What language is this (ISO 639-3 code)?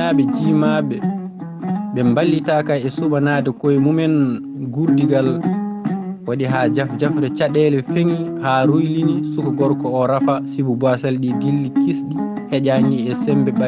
ful